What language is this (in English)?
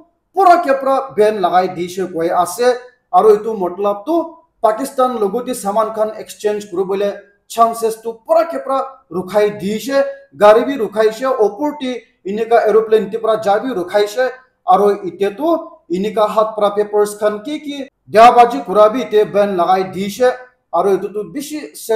Naga Pidgin